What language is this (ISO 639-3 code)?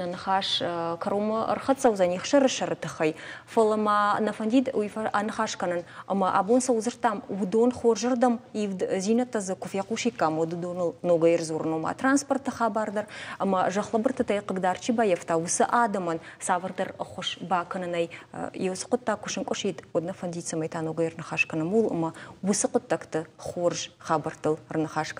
oss